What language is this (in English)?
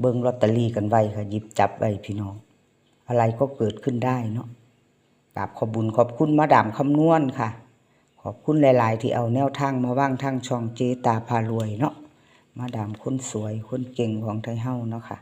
Northeastern Thai